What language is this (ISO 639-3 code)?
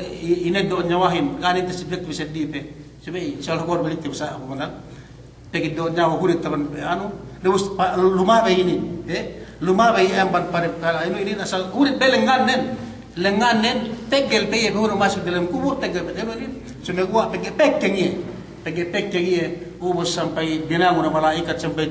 yka